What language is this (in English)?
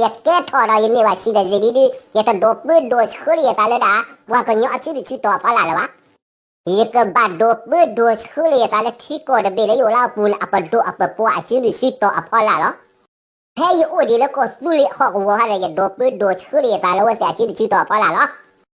S'gaw Karen